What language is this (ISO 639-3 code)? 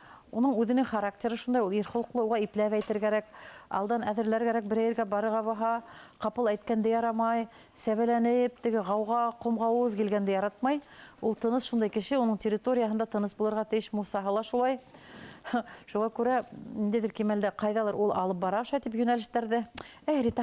bak